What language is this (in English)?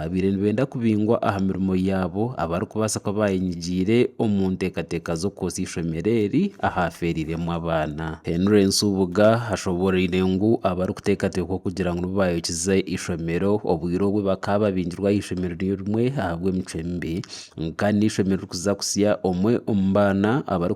Nyankole